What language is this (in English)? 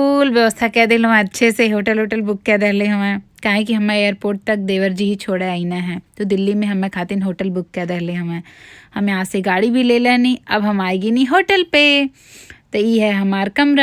Bhojpuri